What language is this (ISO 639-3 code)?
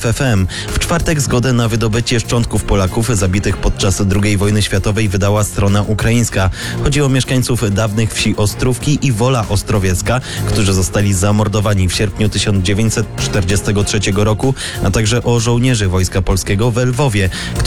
pol